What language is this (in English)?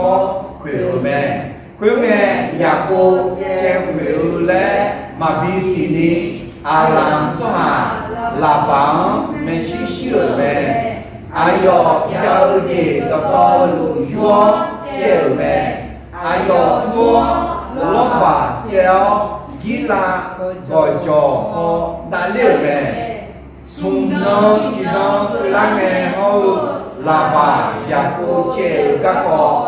Akha